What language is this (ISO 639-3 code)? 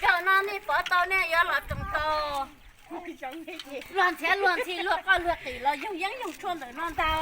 hmn